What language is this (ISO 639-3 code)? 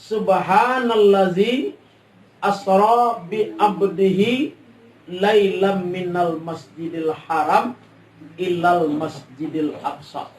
min